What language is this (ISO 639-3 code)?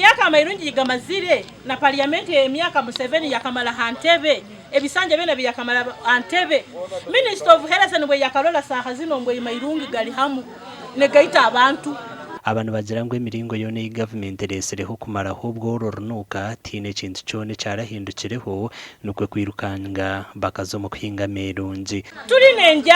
nyn